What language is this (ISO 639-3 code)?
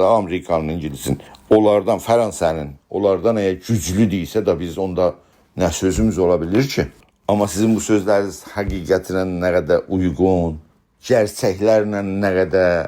azb